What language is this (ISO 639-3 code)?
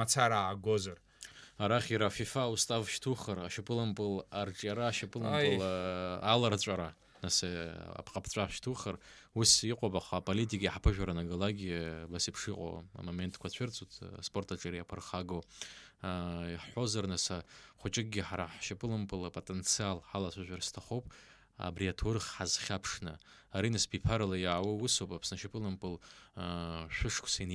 abk